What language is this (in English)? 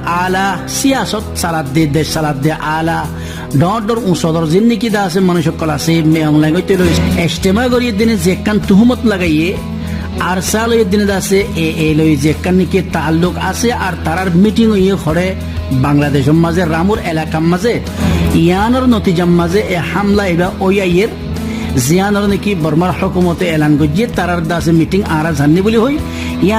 Rohingya